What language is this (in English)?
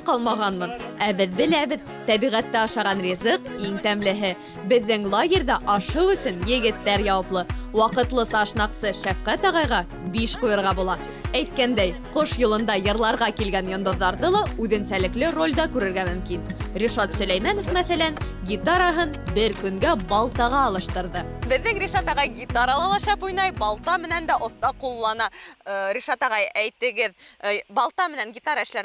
Bashkir